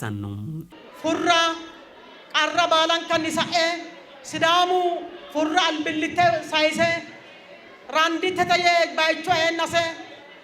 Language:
Sidamo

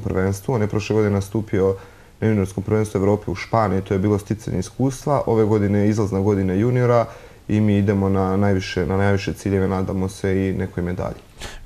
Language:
Serbian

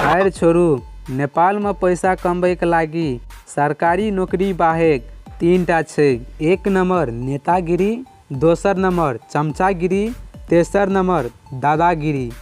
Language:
Maithili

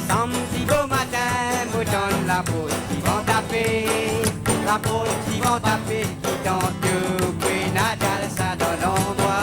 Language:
Morisyen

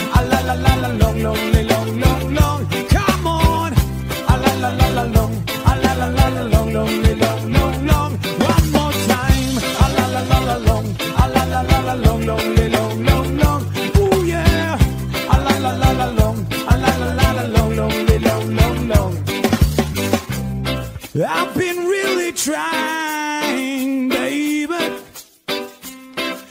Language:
English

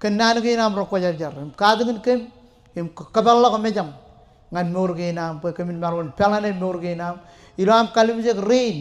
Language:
Marshallese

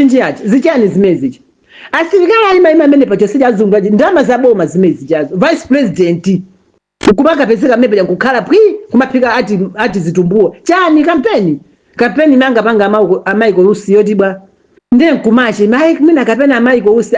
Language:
Nyanja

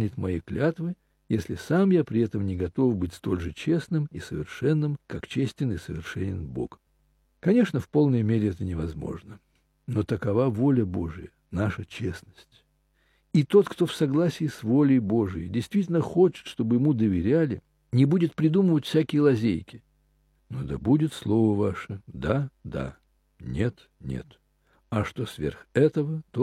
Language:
Russian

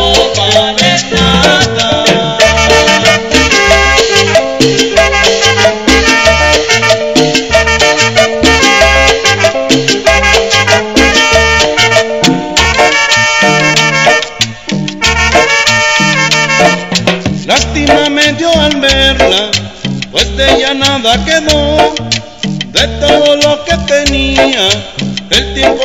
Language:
Spanish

